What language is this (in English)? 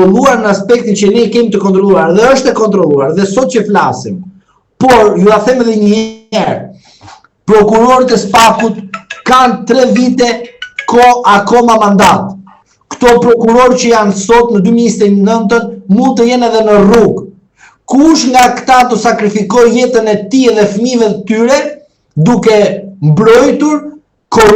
Albanian